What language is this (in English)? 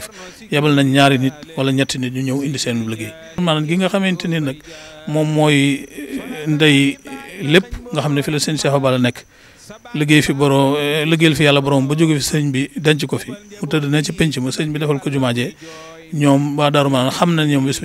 Wolof